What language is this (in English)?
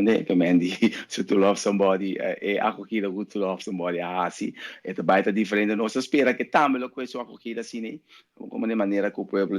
Papiamento